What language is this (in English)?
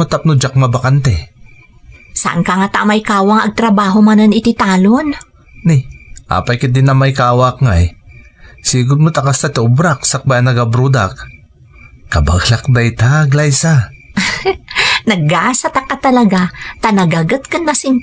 Iloko